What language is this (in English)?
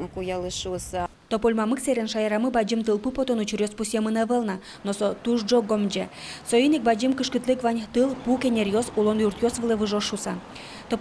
Udmurt